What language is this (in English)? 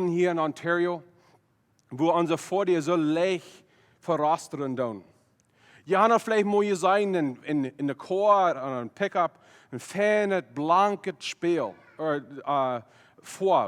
Plautdietsch